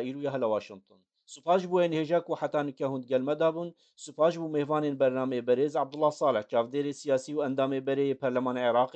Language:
Kurdish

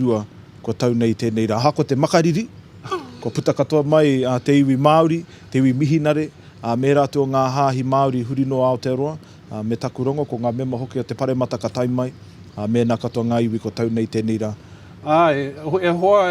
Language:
Māori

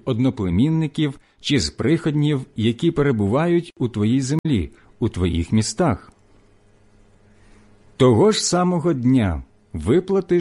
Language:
Ukrainian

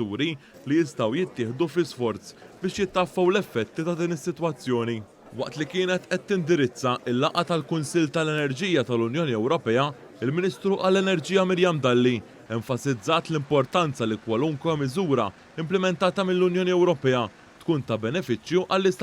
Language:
Maltese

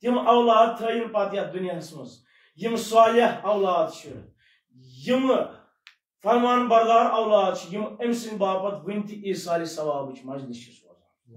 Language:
Kashmiri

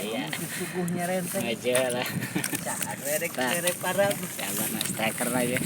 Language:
Sundanese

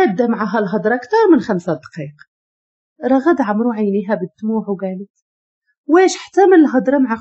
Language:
Moroccan Arabic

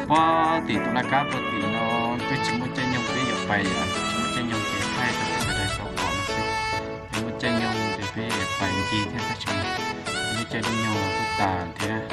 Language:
Hmong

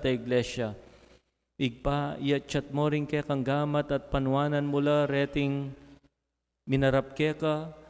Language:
Pampanga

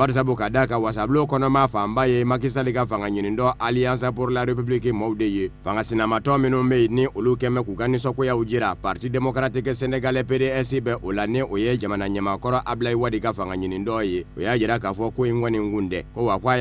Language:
Bambara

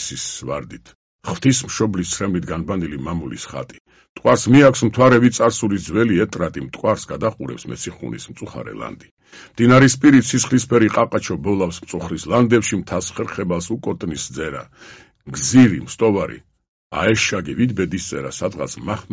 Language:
Georgian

